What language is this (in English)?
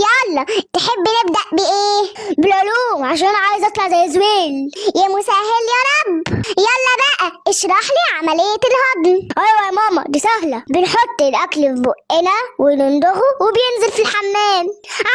Egyptian Arabic